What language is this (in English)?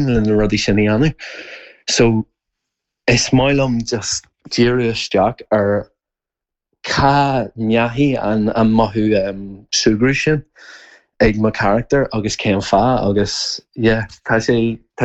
Irish